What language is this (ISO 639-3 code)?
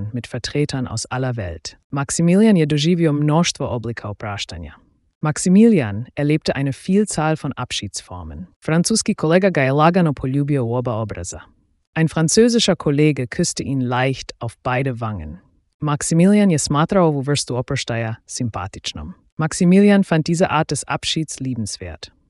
slv